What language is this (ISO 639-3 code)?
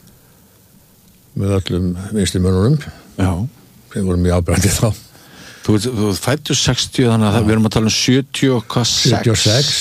isl